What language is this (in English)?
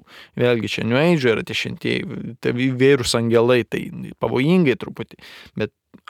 Lithuanian